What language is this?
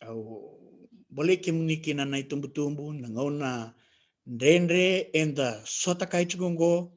Fijian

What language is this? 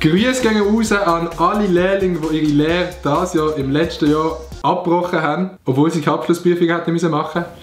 Swiss German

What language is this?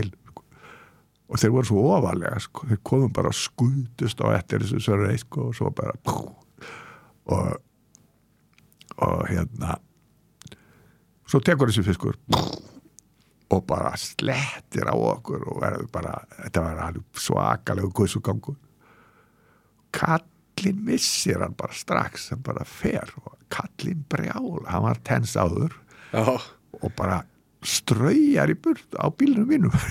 Icelandic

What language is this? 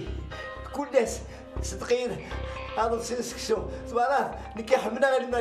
Kabyle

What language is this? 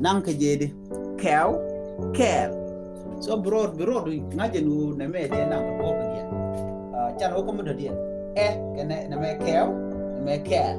Nuer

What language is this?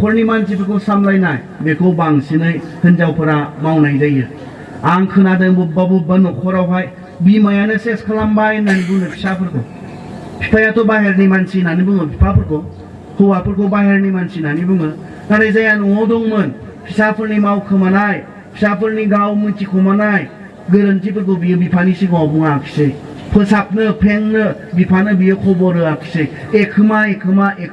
Bodo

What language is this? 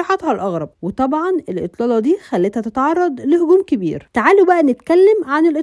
Egyptian Arabic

